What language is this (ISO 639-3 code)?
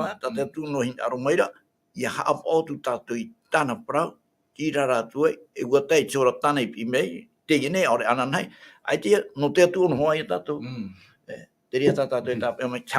tah